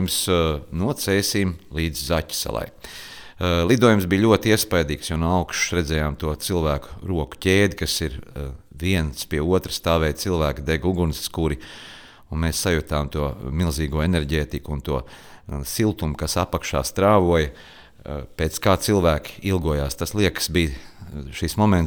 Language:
Latvian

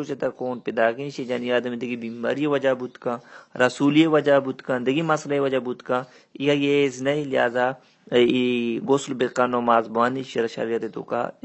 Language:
Baluchi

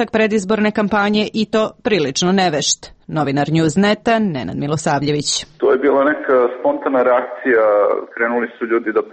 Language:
Serbian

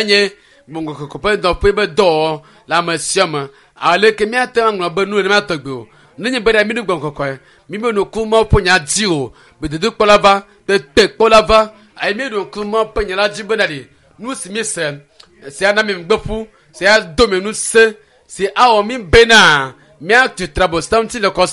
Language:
Ewe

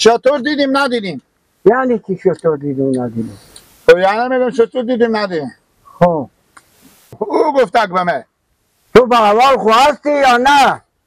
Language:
Persian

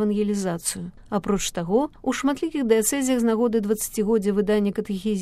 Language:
Belarusian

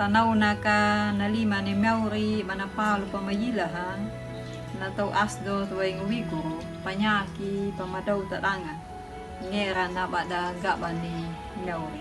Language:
Anakalangu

